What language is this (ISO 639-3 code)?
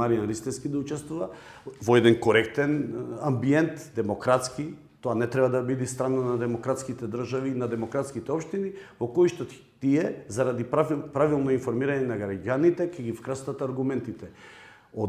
mkd